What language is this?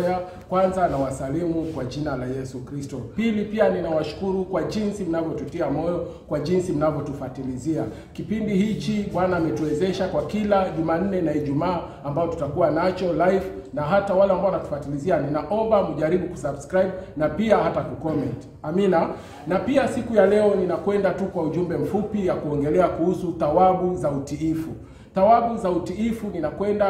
Swahili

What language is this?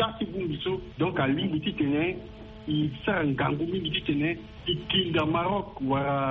Sango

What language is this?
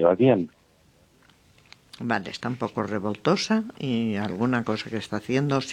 Spanish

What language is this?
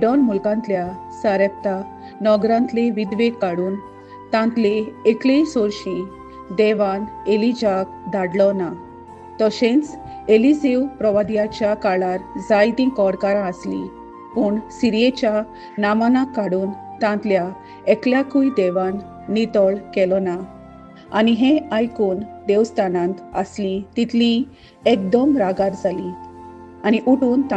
Konkani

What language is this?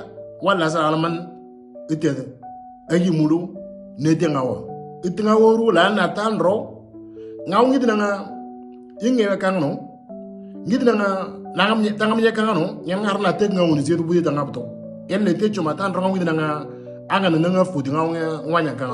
Moro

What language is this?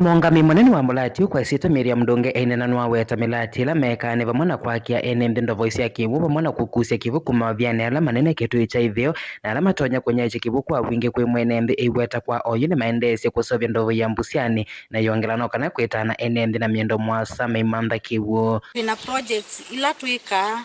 Kamba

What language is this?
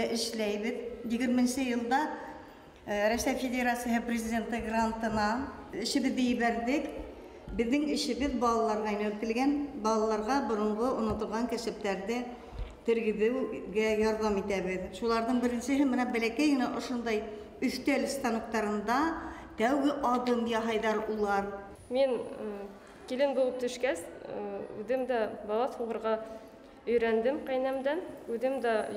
Bashkir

